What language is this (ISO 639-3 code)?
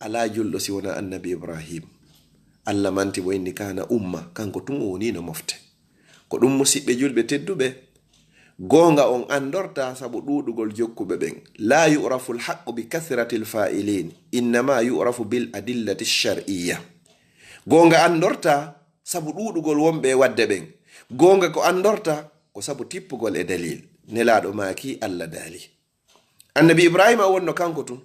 ful